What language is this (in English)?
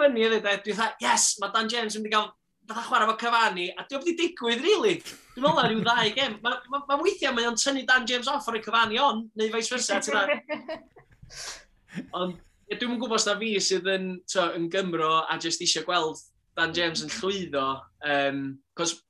Welsh